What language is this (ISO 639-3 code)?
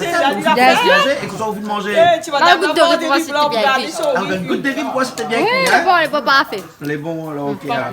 rcf